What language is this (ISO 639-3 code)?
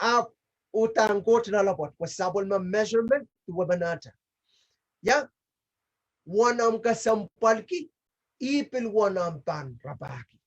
pon